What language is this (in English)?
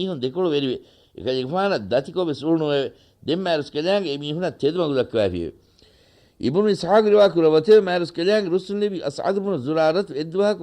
Divehi